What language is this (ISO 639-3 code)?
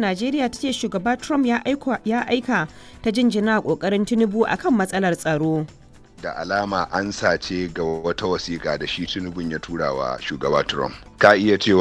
hau